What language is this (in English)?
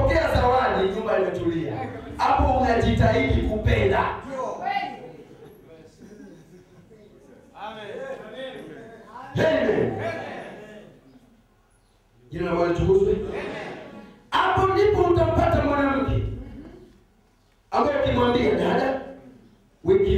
Swahili